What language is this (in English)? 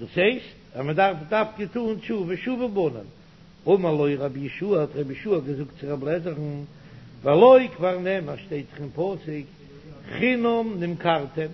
Yiddish